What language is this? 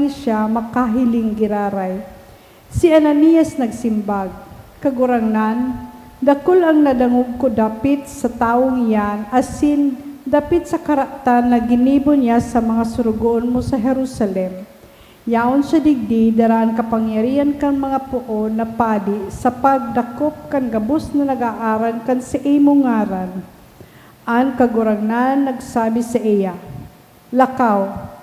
Bikol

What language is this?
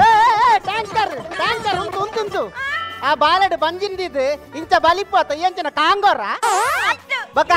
Tulu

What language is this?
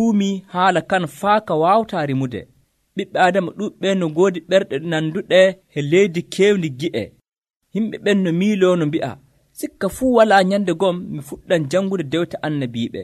Nigerian Fulfulde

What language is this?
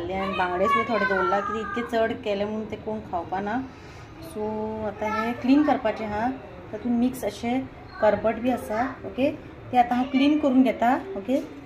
Konkani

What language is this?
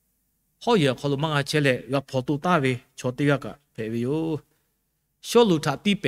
Lahu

